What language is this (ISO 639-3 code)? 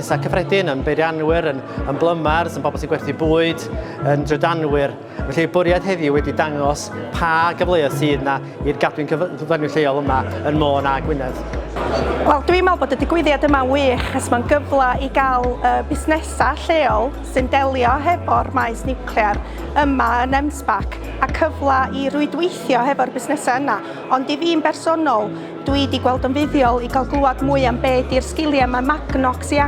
cym